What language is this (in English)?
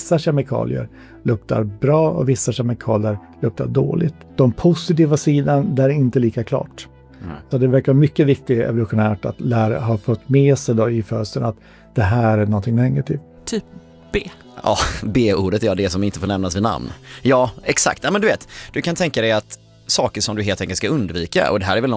Swedish